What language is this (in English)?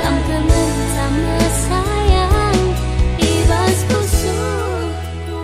Batak Karo